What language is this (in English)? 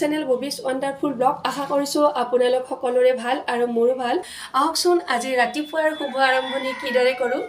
Assamese